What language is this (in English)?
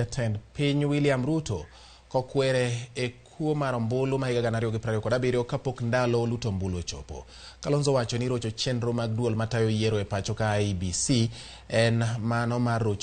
Luo (Kenya and Tanzania)